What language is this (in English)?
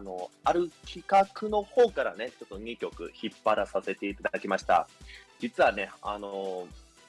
Japanese